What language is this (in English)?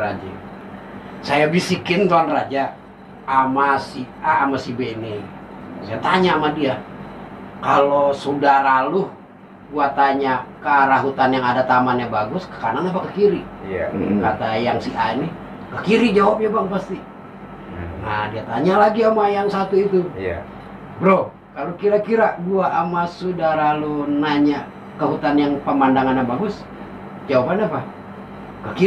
Betawi